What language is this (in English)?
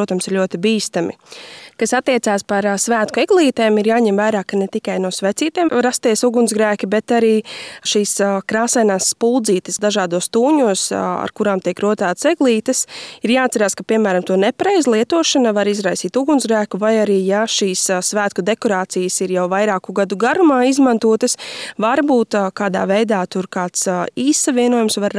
Latvian